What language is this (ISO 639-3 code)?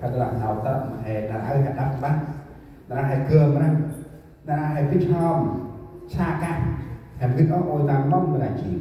cmo